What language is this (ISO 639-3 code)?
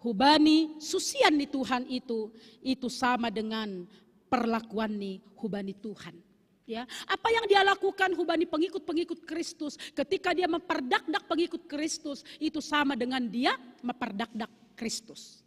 bts